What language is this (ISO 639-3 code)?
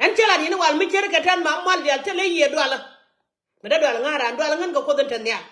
nus